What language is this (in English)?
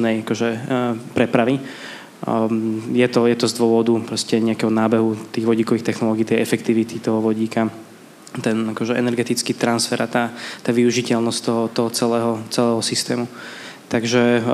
Slovak